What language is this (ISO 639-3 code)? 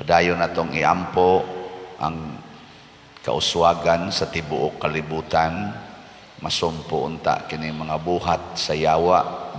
ceb